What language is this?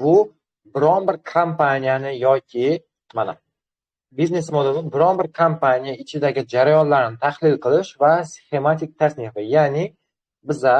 Uzbek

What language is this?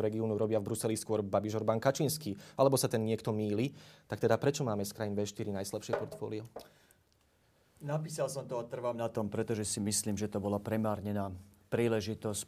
Slovak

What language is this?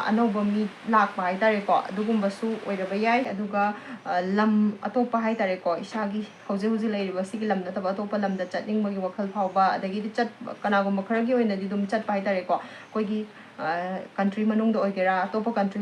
Manipuri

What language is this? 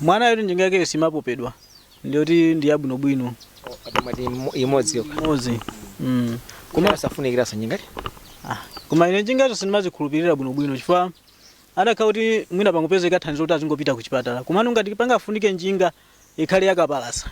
Nyanja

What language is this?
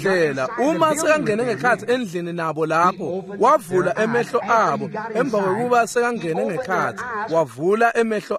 Swati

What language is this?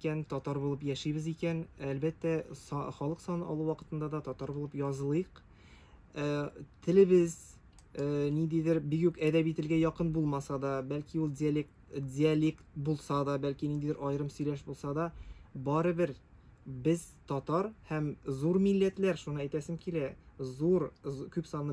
Tatar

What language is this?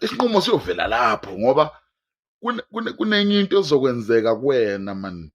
Zulu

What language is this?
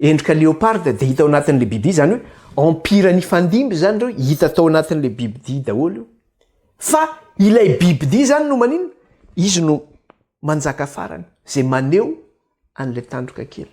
Malagasy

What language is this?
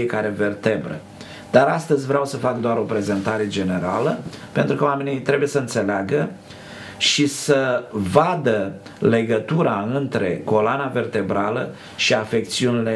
Romanian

